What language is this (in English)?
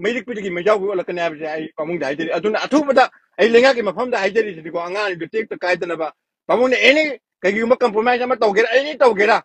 Manipuri